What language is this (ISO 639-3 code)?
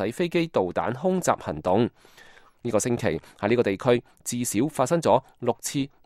yue